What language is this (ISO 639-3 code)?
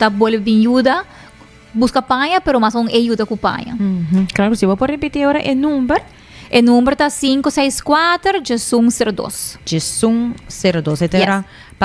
pap